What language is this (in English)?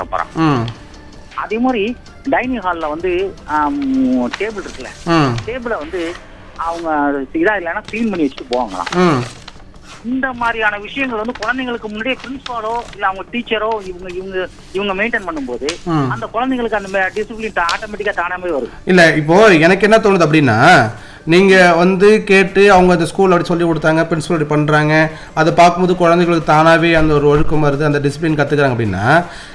Tamil